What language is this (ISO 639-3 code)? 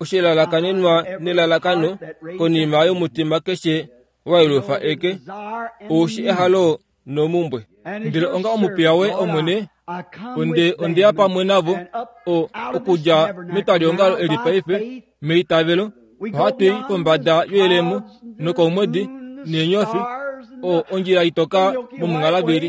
kua